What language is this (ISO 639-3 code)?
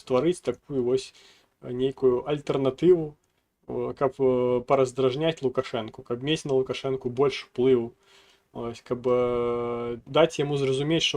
bel